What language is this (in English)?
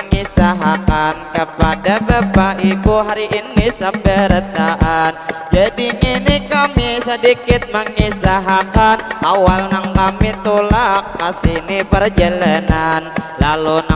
Banjar